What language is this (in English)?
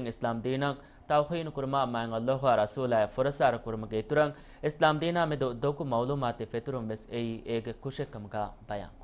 Divehi